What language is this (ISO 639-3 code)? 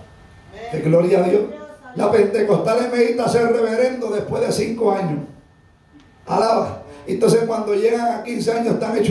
spa